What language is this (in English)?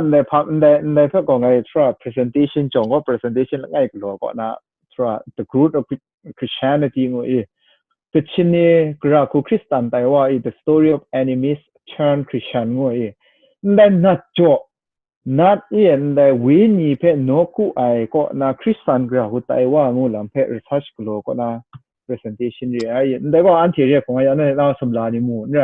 Kachin